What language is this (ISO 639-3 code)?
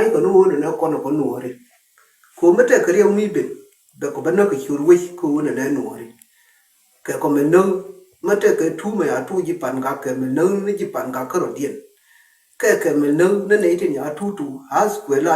nus